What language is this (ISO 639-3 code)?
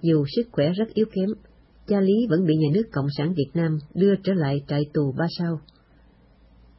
vie